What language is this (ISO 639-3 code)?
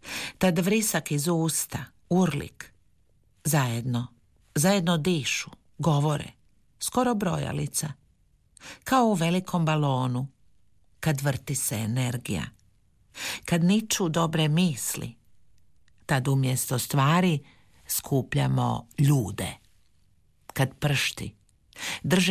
hrv